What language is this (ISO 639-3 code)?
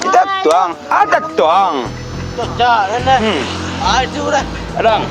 min